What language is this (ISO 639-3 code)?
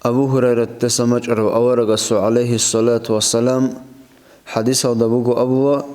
ava